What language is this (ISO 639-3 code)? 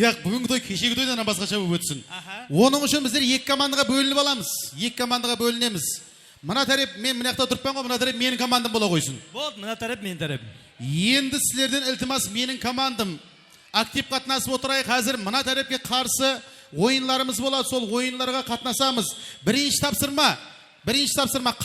kaa